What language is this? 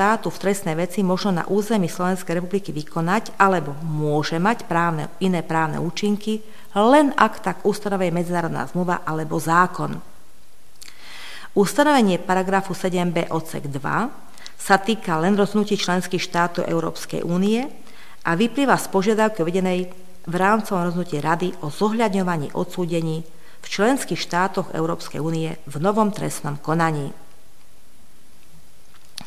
Slovak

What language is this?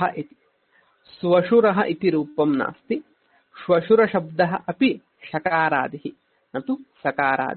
Sanskrit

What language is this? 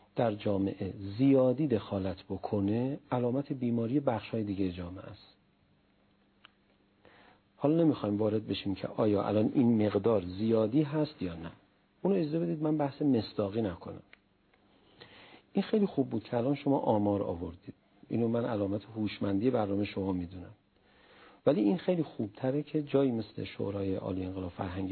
Persian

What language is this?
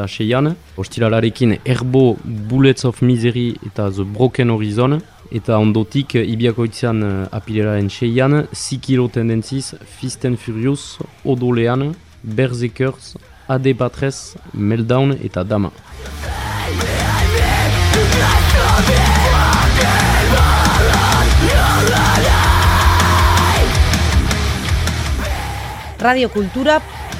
Basque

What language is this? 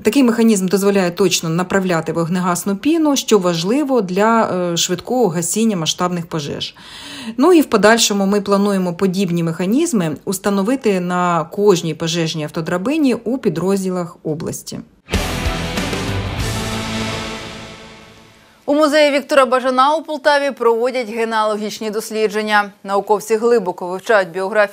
Ukrainian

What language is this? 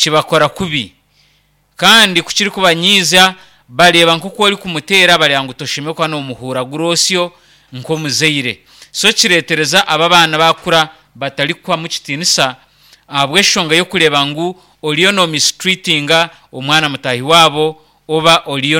Nyankole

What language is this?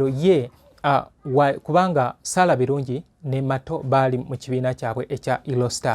Ganda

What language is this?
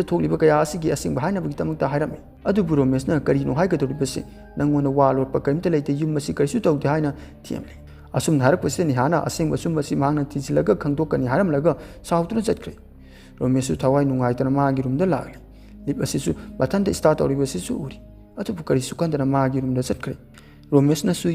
Manipuri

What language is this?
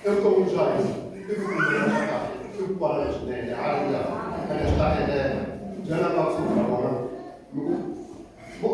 Tsonga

